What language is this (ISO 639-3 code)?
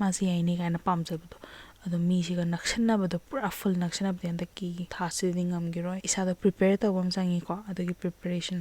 mni